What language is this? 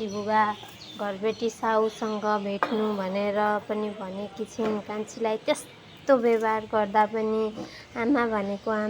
Nepali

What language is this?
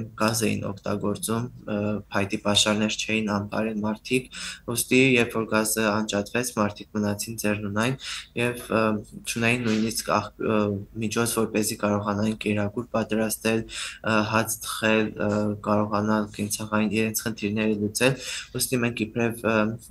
Western Armenian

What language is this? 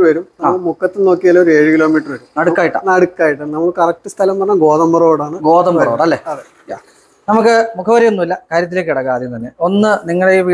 Malayalam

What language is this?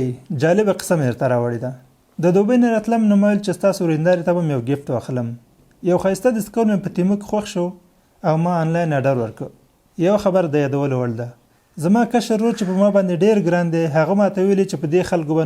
Pashto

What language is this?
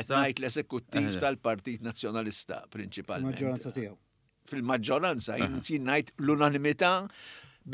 Maltese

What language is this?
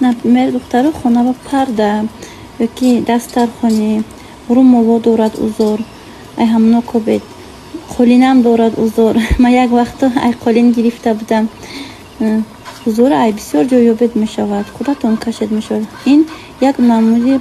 Tajik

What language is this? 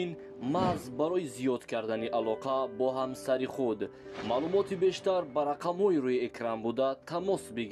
Tajik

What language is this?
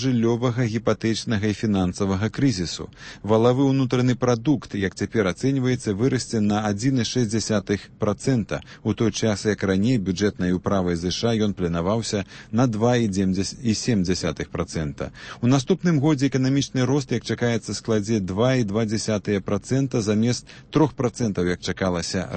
Belarusian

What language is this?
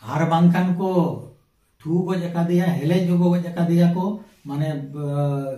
Santali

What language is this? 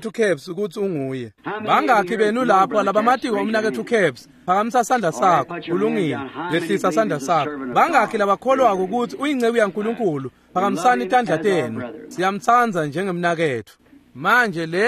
Swati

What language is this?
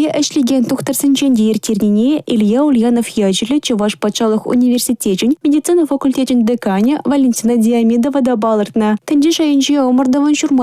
Chuvash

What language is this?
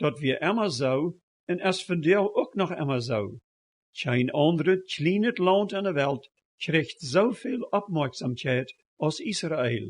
Plautdietsch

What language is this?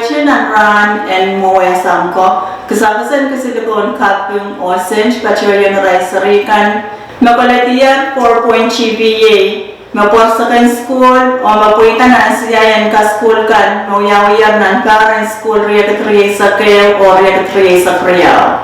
Pohnpeian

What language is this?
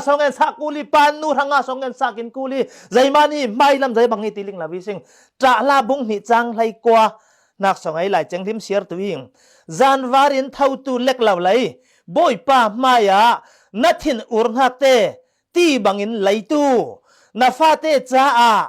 Falam Chin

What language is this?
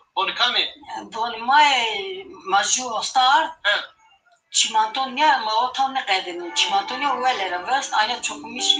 Zaza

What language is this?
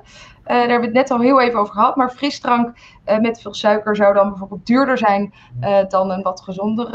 Dutch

